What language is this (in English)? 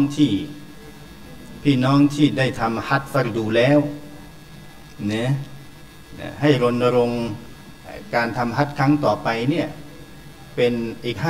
Thai